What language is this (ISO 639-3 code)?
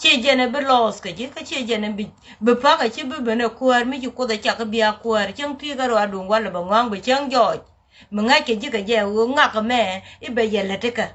nus